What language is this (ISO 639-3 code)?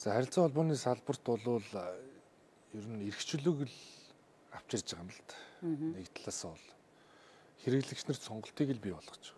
mon